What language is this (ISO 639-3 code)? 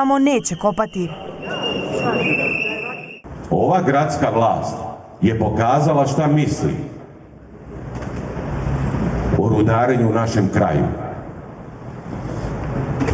srp